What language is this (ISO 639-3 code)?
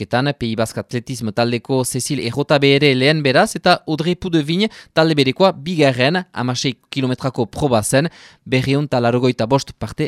eus